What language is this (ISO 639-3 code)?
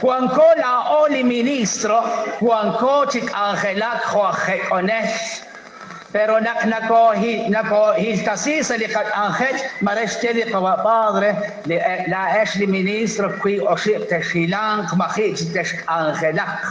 kek